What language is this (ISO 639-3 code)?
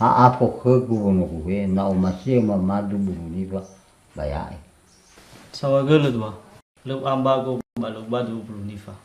nia